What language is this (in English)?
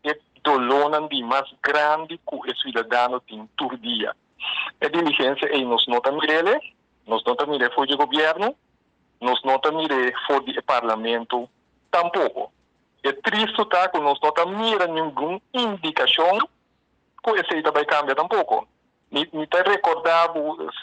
Papiamento